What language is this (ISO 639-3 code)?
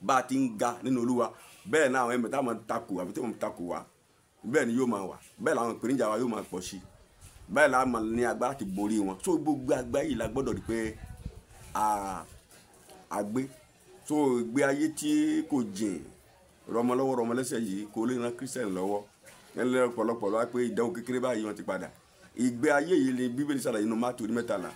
yor